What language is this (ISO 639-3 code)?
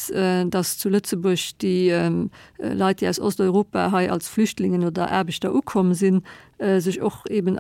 ltz